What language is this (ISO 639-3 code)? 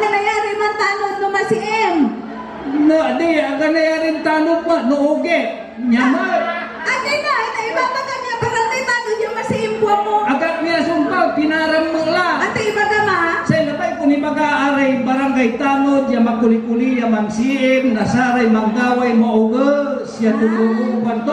pag